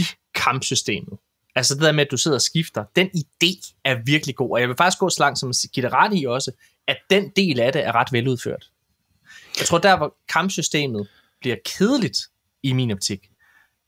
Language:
Danish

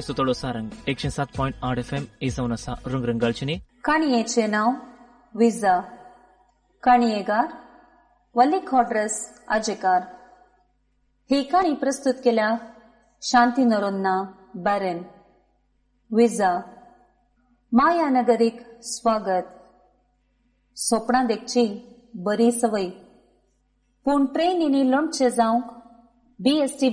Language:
Konkani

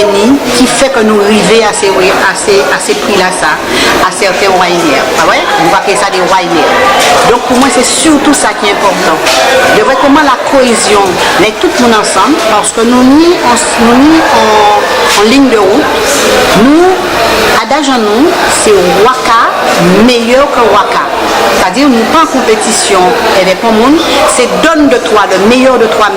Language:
Guadeloupean Creole French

